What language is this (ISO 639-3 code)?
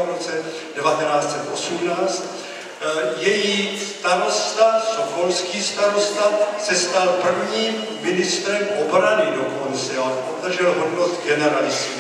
ces